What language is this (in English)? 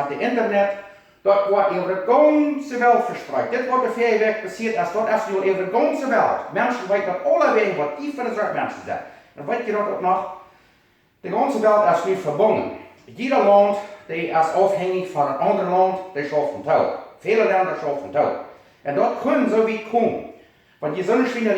Plautdietsch